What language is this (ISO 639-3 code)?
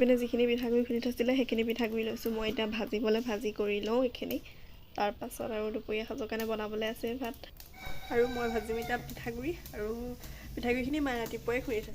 asm